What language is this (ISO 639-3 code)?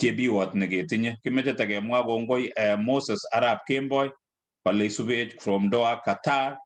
kln